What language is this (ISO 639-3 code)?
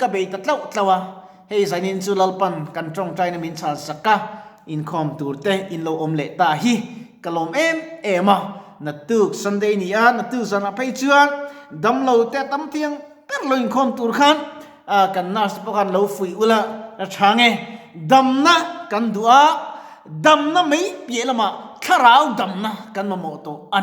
lus